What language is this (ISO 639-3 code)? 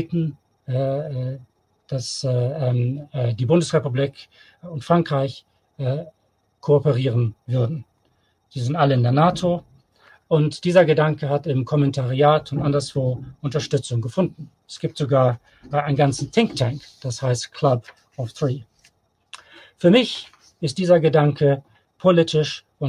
deu